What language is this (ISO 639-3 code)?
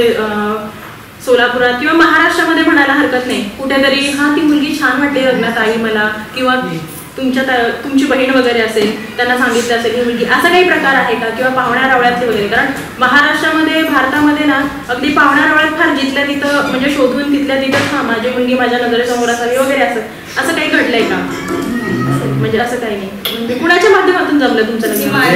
mar